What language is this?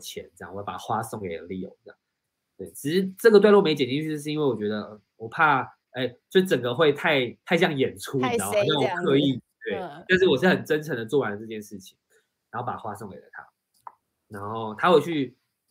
Chinese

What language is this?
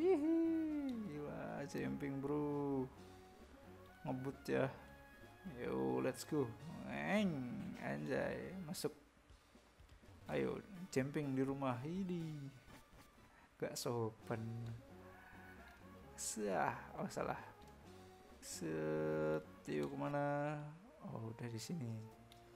Indonesian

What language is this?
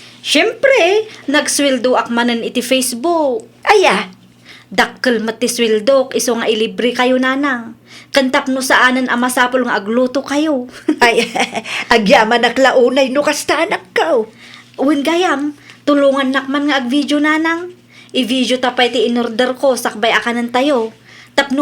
Iloko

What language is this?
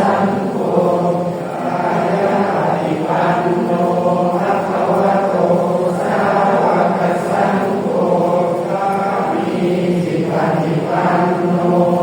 Pali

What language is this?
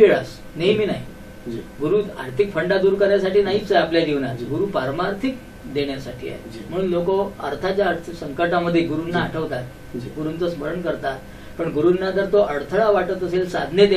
Marathi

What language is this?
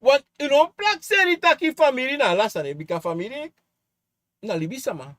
Sranan Tongo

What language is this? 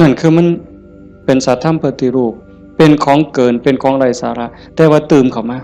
Northeastern Thai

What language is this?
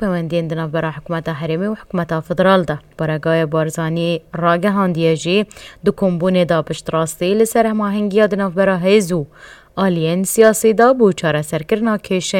Kurdish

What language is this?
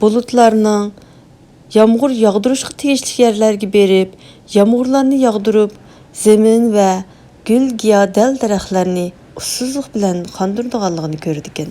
Uyghur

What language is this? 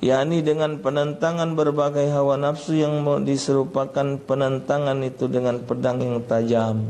Musi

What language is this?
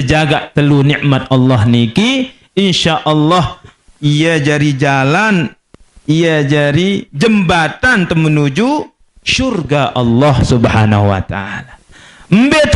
Sasak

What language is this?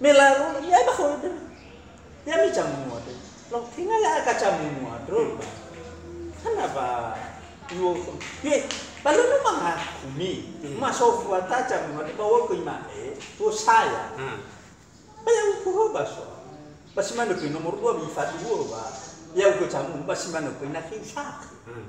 Nias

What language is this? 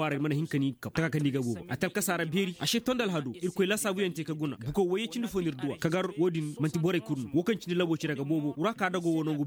Koyraboro Senni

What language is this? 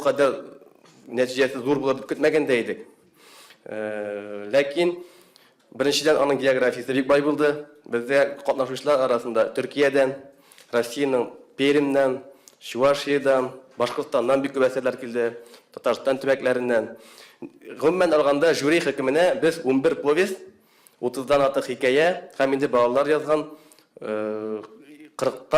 Tatar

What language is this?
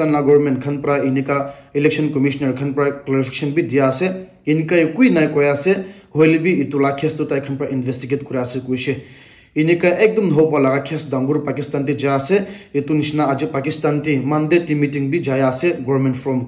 Naga Pidgin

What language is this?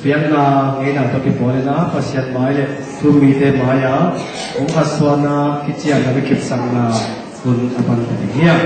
Tedim Chin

